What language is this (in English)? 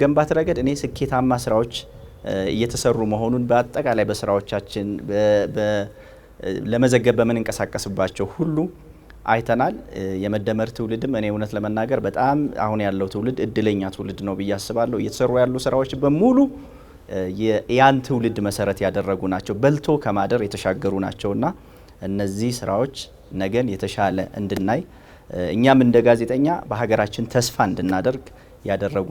Amharic